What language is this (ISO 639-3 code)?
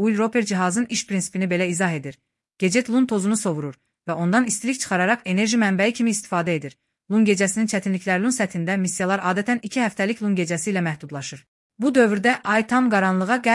aze